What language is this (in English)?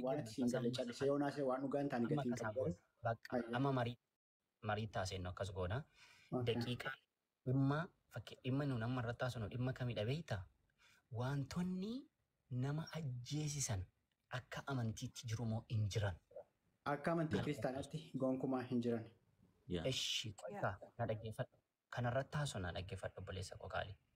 Oromo